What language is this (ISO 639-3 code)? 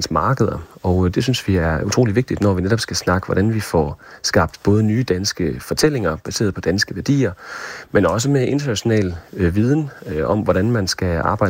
dan